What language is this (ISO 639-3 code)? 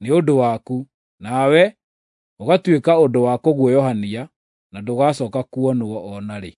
kik